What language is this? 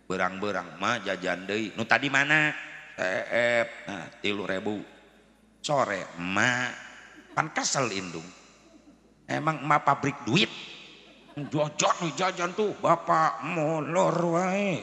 Sundanese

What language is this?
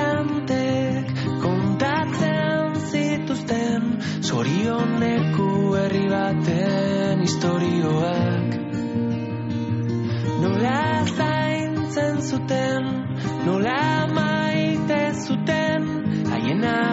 Basque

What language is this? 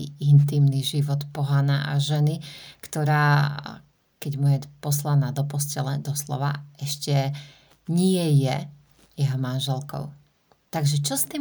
Slovak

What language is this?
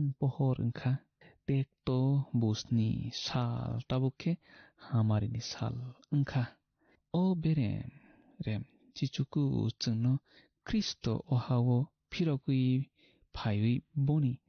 Kok Borok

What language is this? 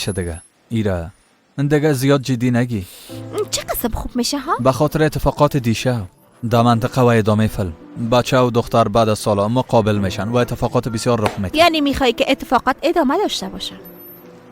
Persian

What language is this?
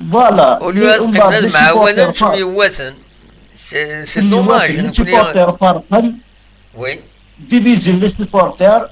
Kabyle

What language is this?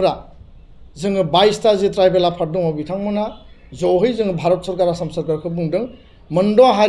Bodo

